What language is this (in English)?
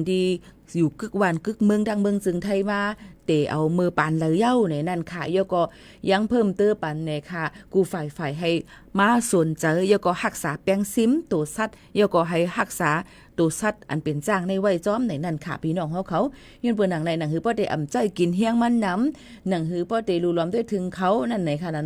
Shan